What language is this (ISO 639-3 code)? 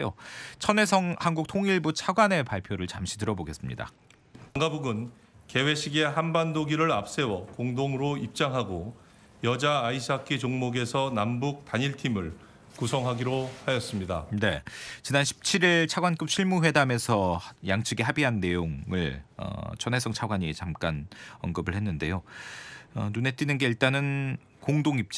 kor